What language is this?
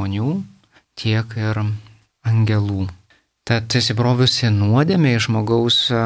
Lithuanian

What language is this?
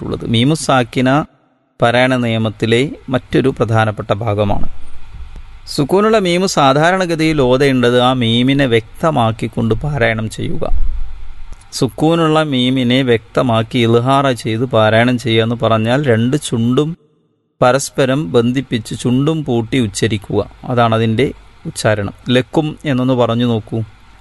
Malayalam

